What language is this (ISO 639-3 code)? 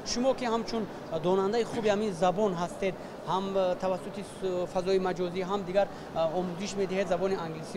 tgk